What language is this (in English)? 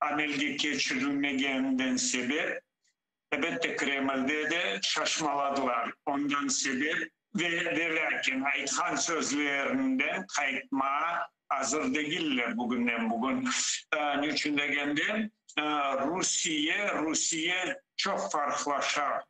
Crimean Tatar